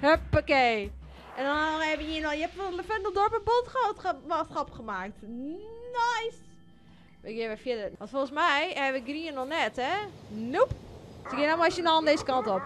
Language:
Western Frisian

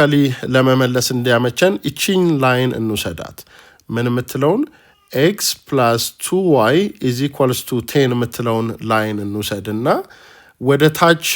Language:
Amharic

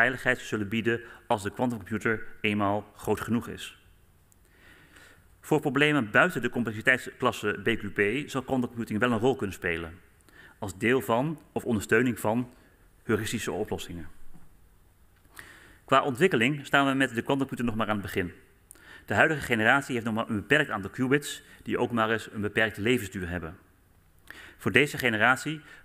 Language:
Dutch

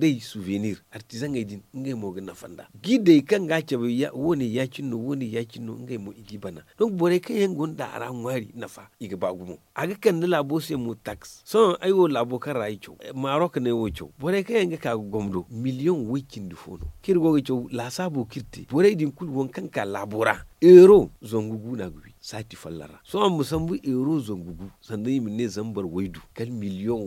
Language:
Zarma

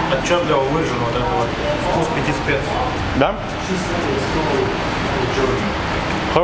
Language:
Russian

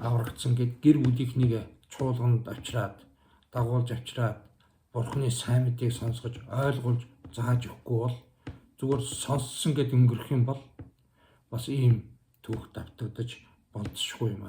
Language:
Mongolian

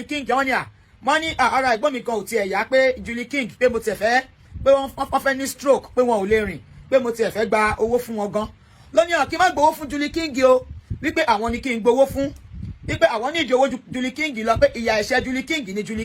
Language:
Yoruba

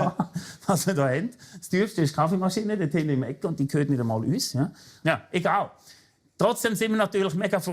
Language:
Swiss German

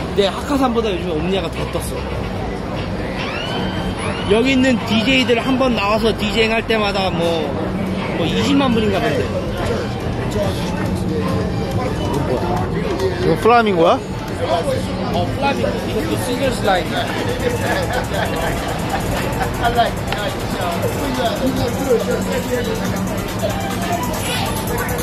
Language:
Korean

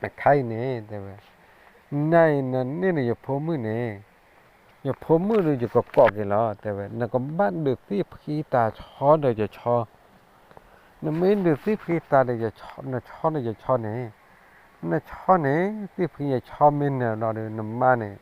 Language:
S'gaw Karen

